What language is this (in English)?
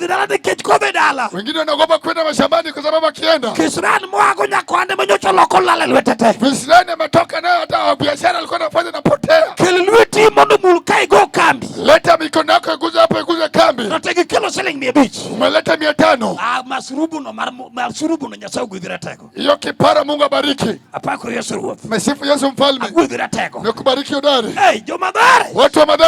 Luo (Kenya and Tanzania)